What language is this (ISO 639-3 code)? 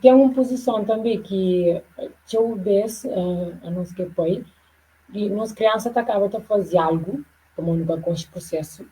kea